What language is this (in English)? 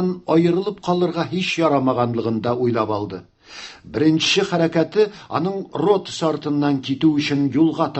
Tatar